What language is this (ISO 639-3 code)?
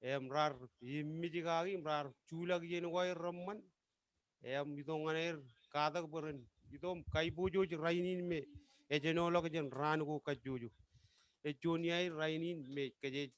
mah